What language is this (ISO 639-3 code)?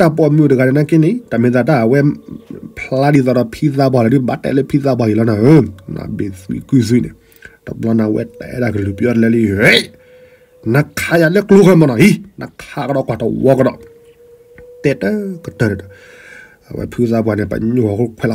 ksw